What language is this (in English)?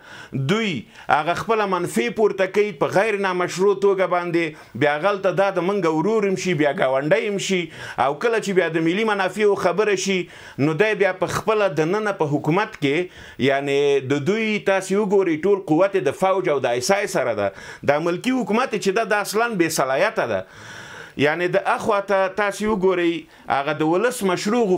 Pashto